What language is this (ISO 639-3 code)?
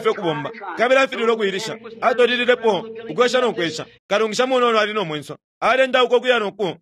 bem